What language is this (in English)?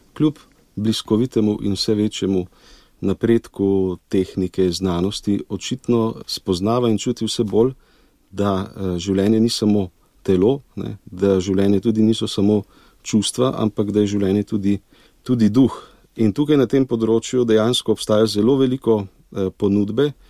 Slovenian